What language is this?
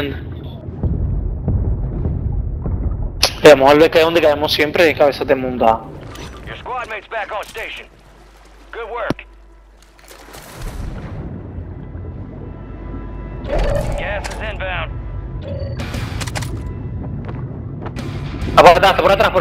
Spanish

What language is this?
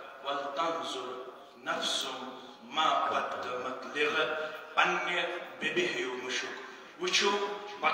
Kashmiri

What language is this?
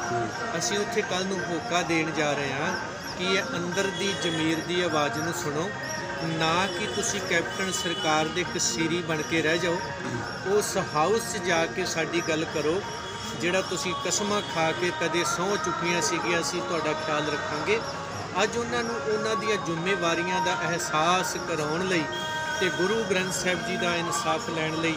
Punjabi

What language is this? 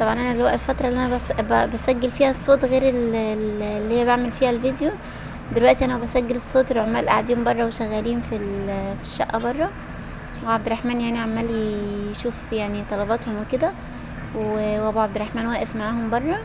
Egyptian Arabic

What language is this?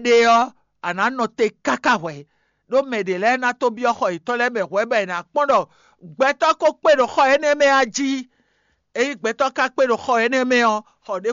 Fon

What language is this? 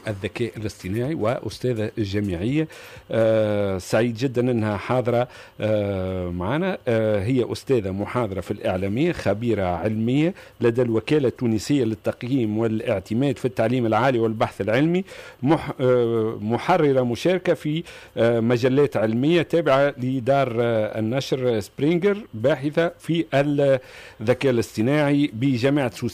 Tunisian Arabic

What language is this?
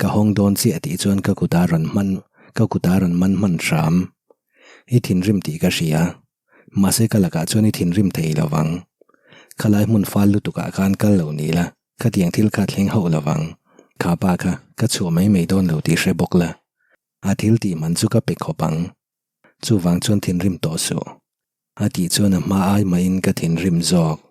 Mizo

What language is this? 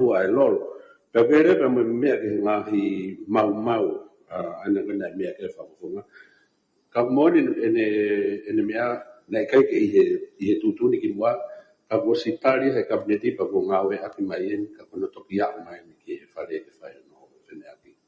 Tongan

